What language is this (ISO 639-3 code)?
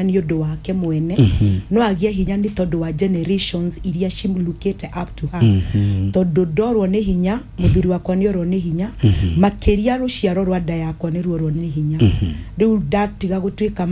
kik